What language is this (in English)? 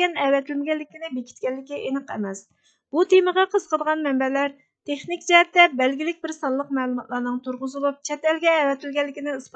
Uyghur